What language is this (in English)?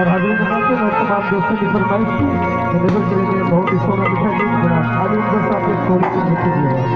Saraiki